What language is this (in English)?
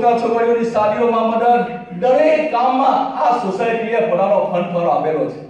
Gujarati